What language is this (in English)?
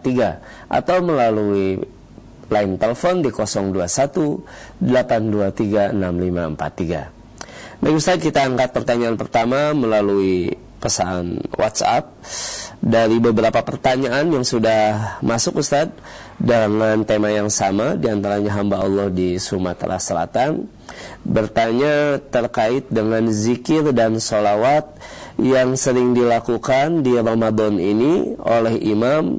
Indonesian